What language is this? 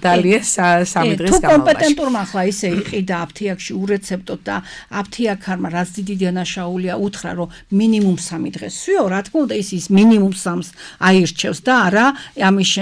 Georgian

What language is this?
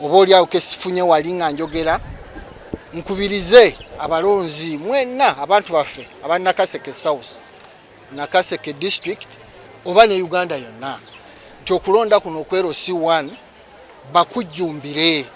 Ganda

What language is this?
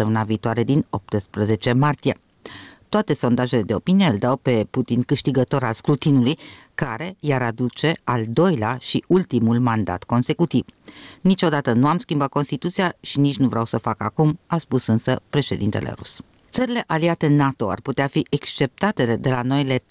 Romanian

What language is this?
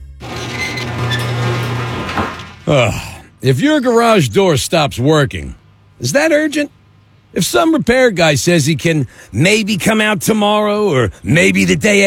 English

